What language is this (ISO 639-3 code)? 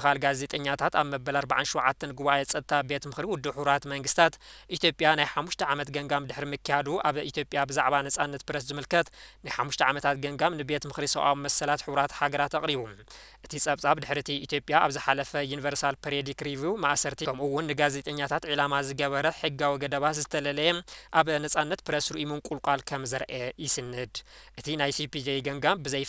tir